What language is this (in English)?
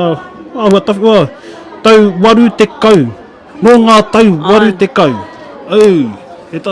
Māori